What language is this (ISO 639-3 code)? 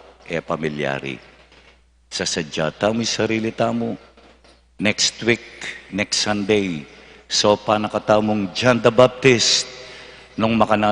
pam